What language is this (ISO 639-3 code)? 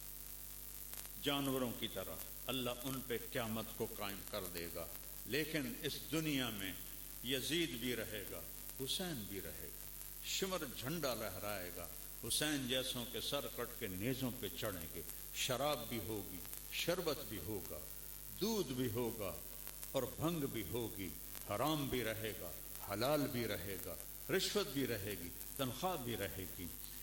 urd